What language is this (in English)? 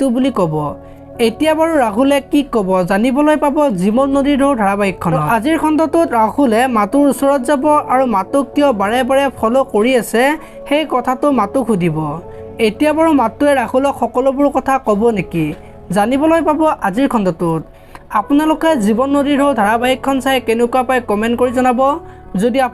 Assamese